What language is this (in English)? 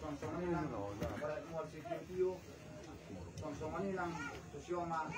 Batak Toba